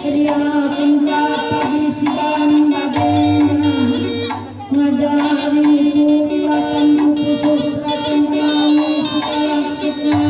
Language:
Batak Karo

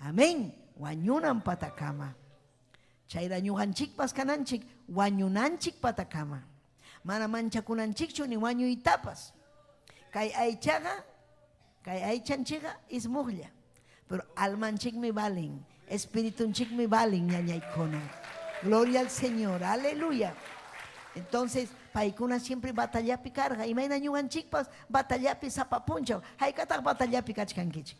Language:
Ayacucho Quechua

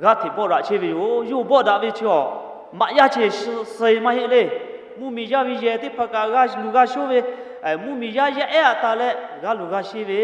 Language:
Lahu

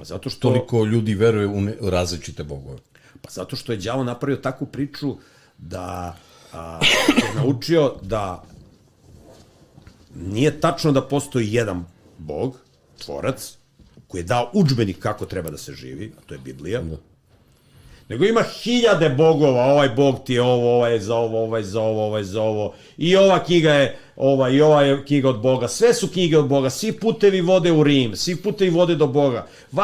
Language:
Serbian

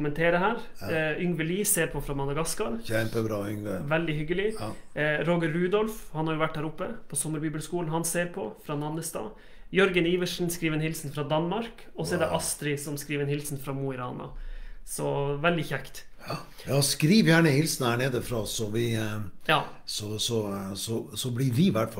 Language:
Norwegian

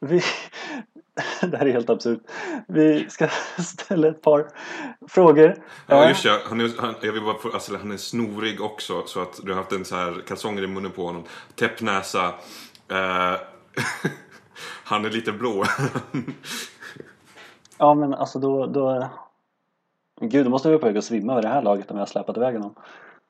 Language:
Swedish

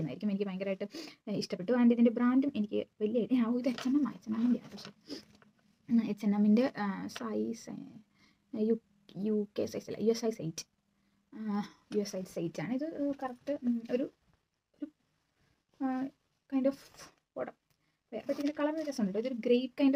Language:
Malayalam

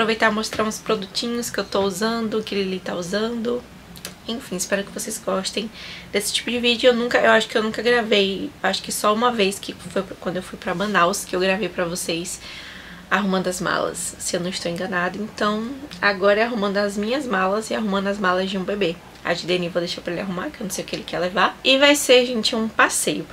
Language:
Portuguese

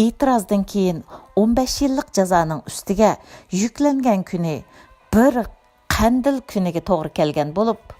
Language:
Uyghur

